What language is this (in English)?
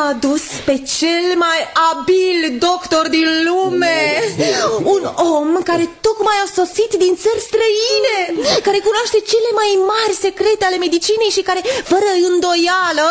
Romanian